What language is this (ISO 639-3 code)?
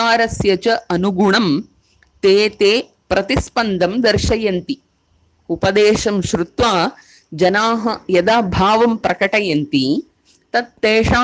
san